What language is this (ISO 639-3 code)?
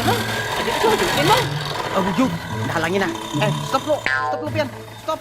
bjn